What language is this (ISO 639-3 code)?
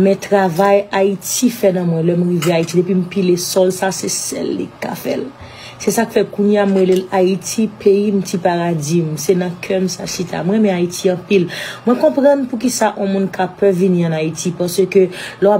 hat